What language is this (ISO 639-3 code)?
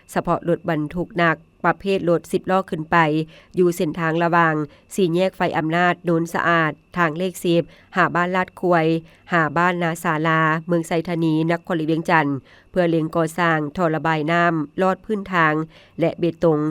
lao